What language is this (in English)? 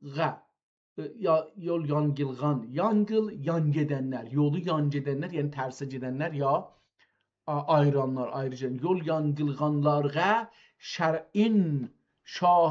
South Azerbaijani